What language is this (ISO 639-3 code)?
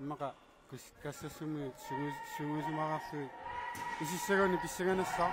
kal